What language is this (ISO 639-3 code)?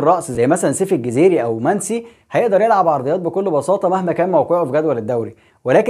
arz